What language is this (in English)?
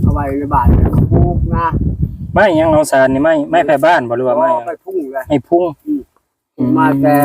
Lao